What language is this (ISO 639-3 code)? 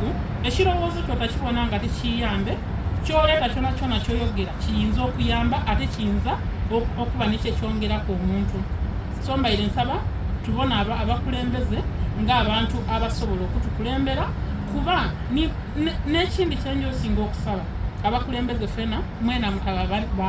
xog